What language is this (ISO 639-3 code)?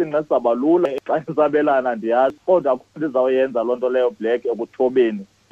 xho